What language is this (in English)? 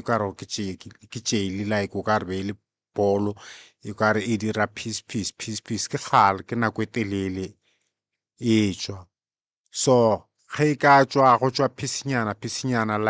Northern Sotho